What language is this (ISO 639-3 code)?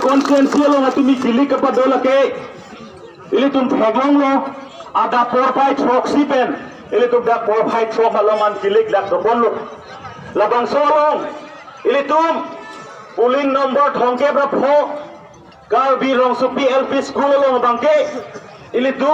mjw